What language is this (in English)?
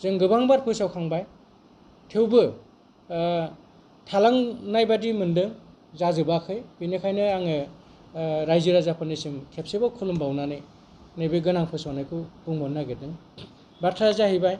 Bodo